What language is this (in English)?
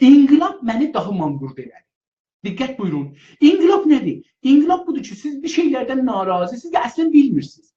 South Azerbaijani